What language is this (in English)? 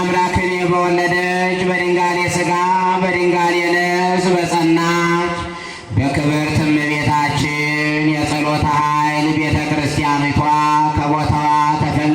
Amharic